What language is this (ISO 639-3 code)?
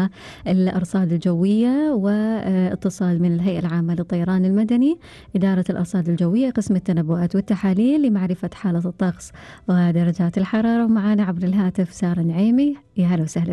afb